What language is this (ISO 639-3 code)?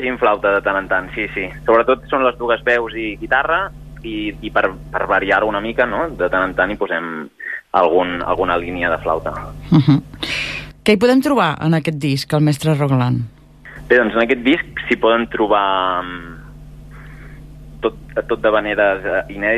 cat